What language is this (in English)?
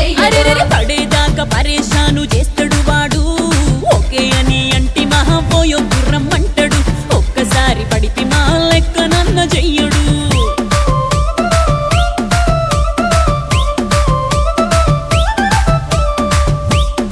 Telugu